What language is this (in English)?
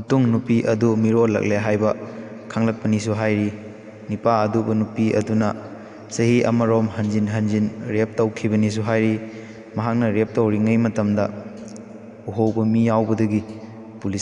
Manipuri